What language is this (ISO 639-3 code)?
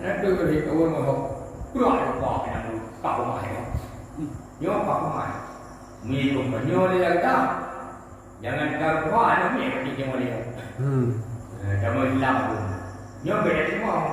ace